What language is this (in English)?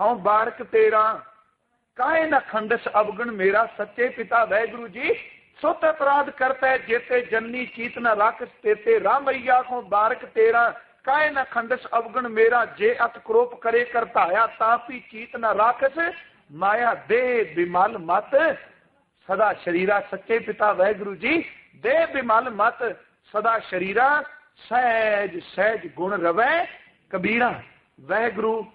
Punjabi